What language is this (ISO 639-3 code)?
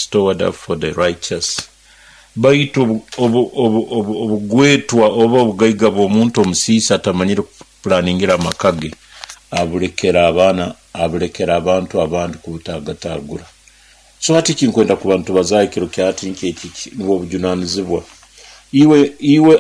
nyo